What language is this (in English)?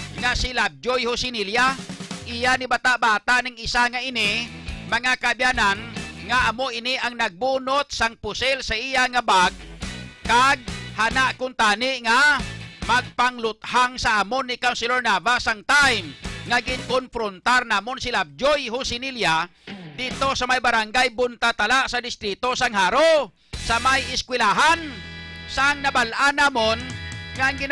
Hiligaynon